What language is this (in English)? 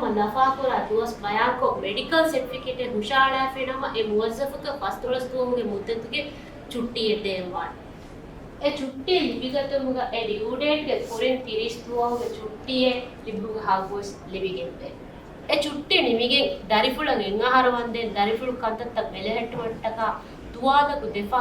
Divehi